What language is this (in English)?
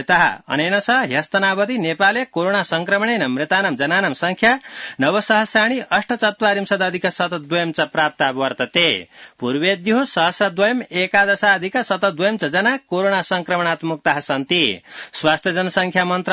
Sanskrit